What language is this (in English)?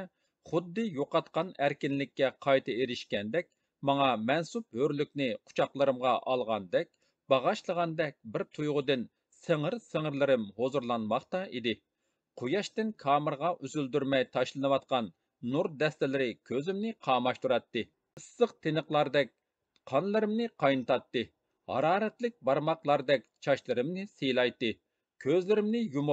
Uyghur